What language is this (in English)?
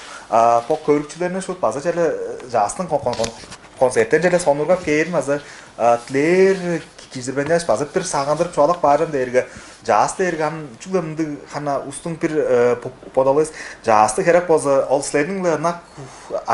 Tuvinian